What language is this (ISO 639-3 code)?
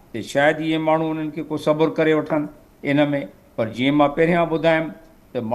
snd